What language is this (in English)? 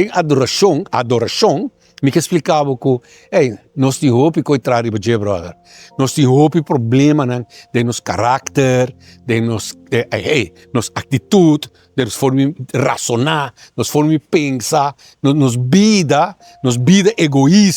Papiamento